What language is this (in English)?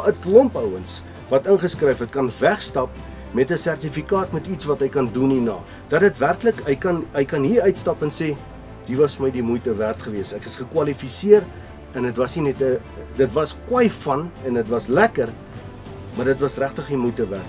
Afrikaans